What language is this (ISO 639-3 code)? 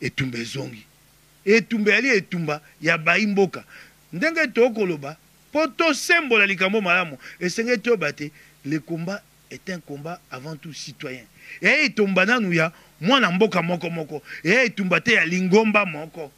lin